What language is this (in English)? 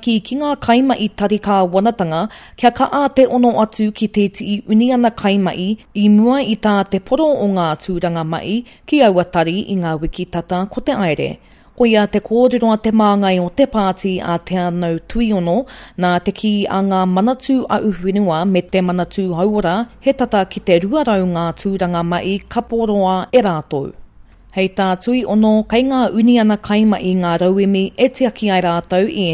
Māori